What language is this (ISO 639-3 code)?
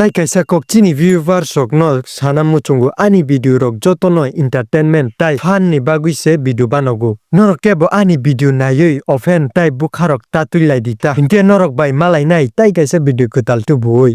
trp